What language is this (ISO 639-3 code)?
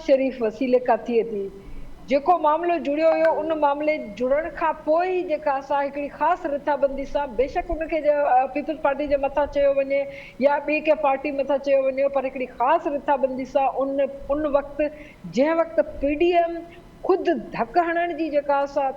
snd